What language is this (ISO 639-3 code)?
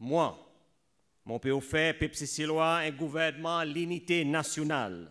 crs